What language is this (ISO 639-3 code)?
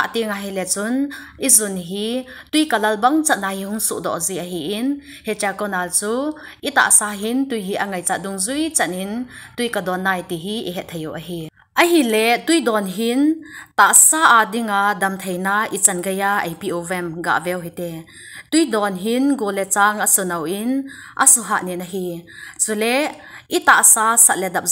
tcz